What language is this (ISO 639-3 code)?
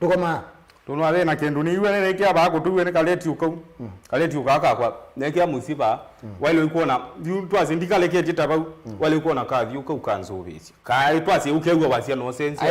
kam